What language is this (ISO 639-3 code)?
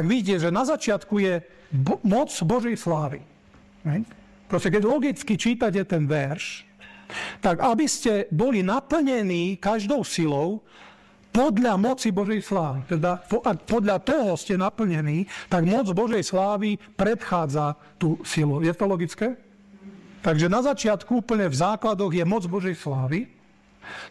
slk